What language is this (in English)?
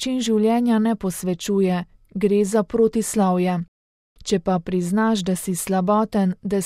Slovenian